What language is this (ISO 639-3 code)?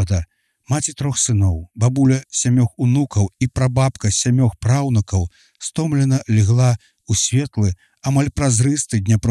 bel